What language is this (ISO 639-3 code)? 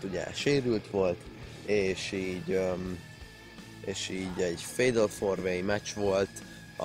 hun